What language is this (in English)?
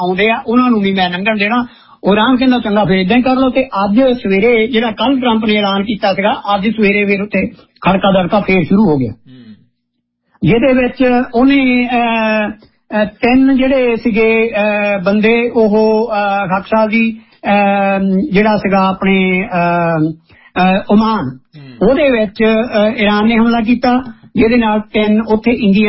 Punjabi